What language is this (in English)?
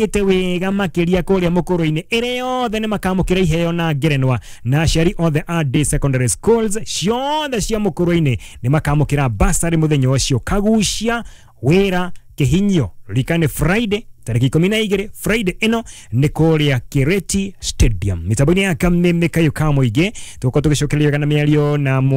Kikuyu